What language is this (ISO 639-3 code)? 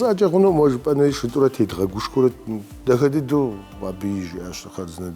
kbd